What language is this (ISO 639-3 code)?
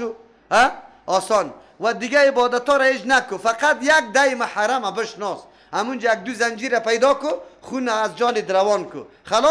fas